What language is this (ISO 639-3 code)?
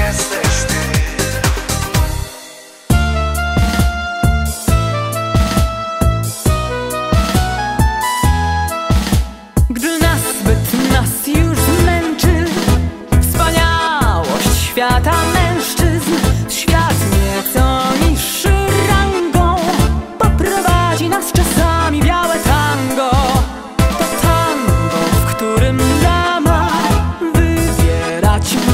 pol